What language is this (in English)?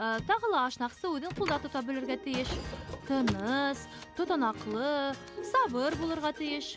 Bashkir